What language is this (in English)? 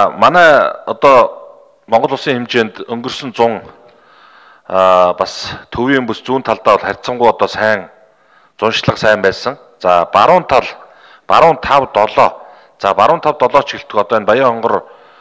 Mongolian